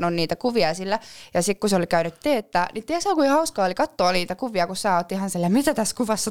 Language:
Finnish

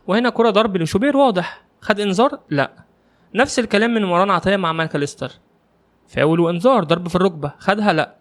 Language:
Egyptian Arabic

